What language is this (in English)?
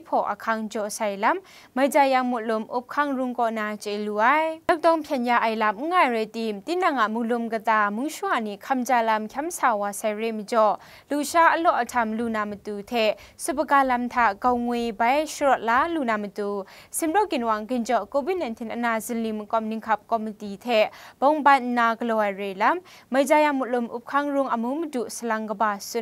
Kachin